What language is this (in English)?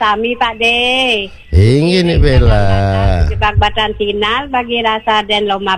Balinese